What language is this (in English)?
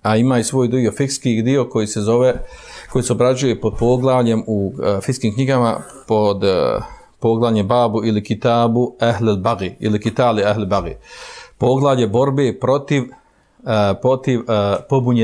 Bosnian